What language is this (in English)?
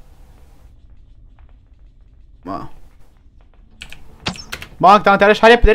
Romanian